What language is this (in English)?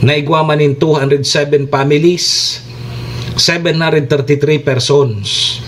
Bikol